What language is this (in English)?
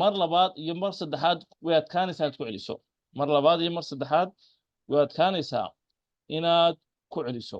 Somali